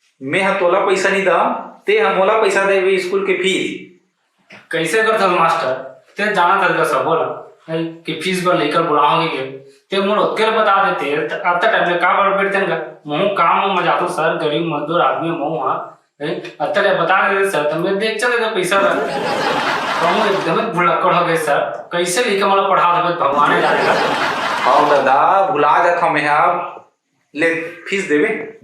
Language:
Chhattisgarhi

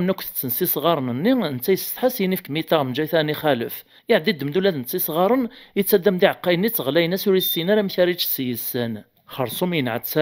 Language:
Kabyle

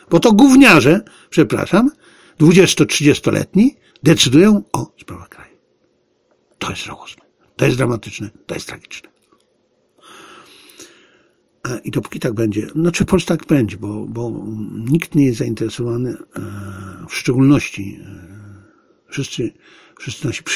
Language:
Polish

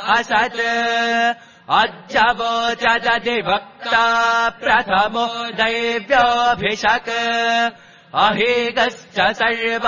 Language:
Sanskrit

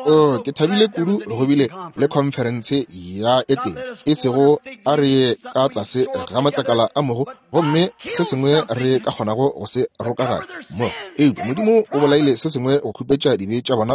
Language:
Northern Sotho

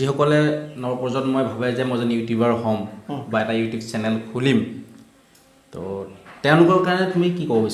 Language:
Assamese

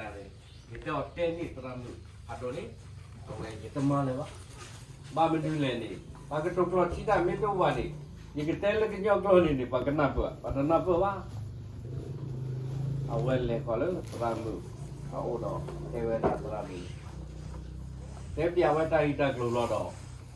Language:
S'gaw Karen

